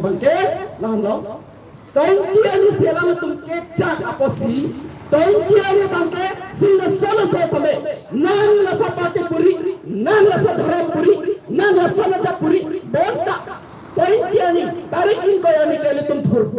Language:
Karbi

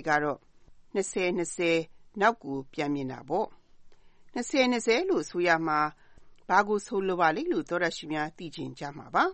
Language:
Burmese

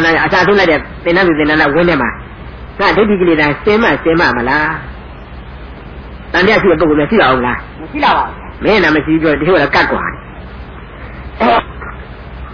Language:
Burmese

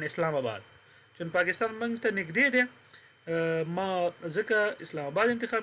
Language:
Pashto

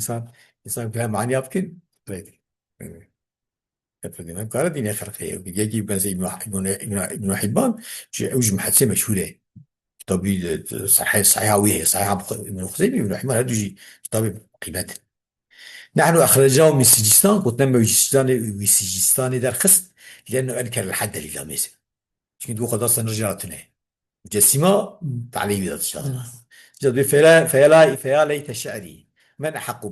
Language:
Kurdish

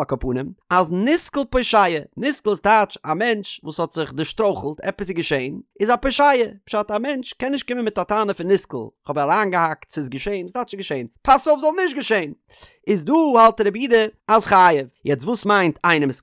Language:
Yiddish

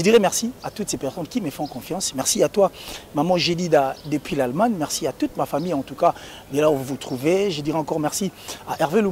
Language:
French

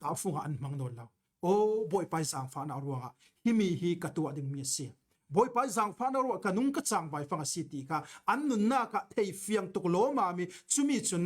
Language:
Falam Chin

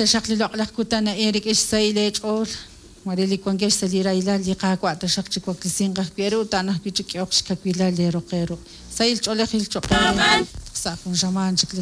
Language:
Kekchí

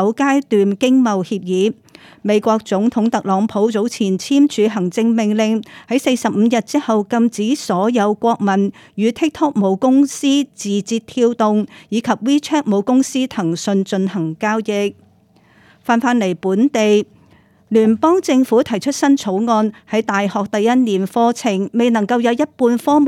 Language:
Cantonese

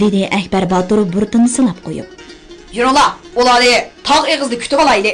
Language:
Uyghur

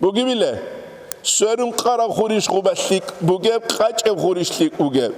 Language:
Avaric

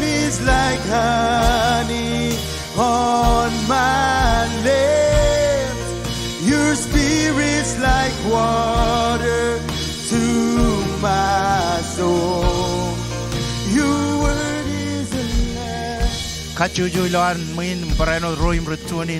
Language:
Marshallese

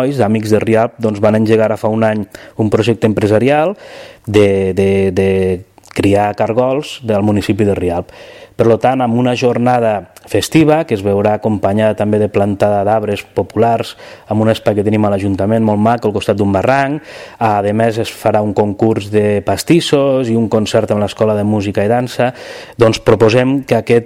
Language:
Catalan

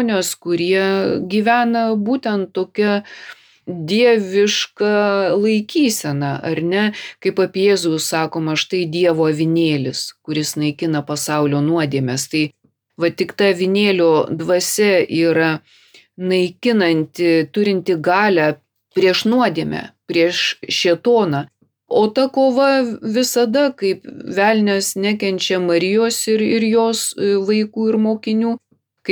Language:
Lithuanian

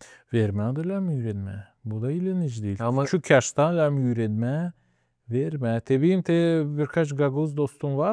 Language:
Gagauz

